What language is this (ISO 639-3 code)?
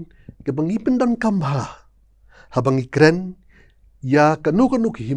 kha